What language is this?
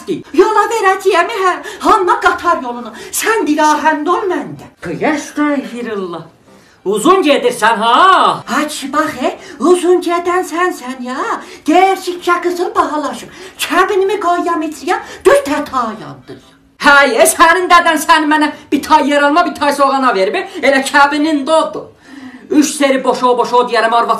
South Azerbaijani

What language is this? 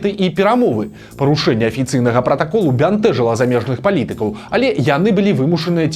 Belarusian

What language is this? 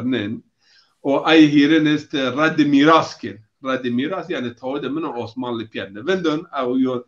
Zaza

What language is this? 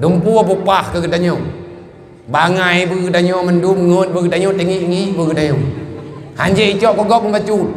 Achinese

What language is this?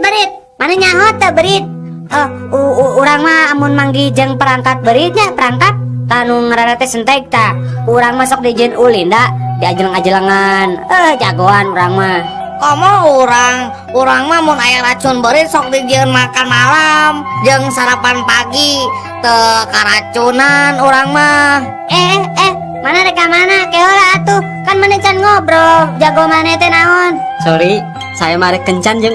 Sundanese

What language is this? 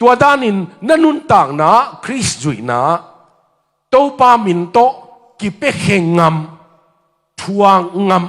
Tedim Chin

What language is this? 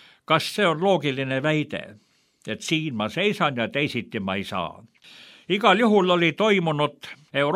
Estonian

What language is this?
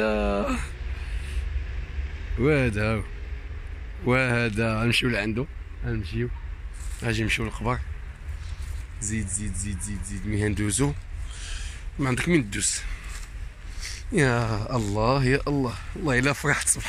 Moroccan Arabic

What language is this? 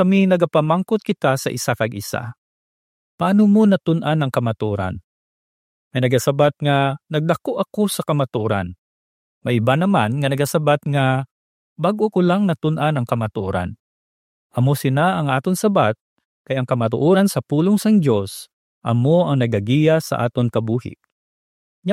Hiligaynon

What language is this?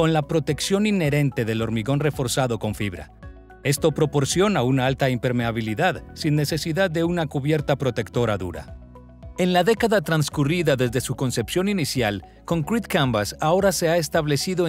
Spanish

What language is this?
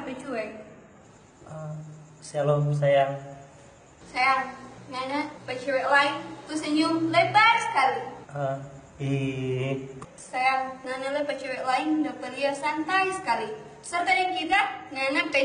Manado Malay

